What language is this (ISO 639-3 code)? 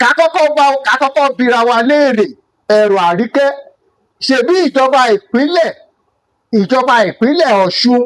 yor